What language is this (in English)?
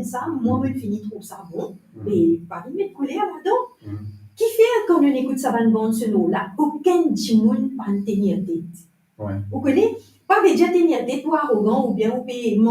Morisyen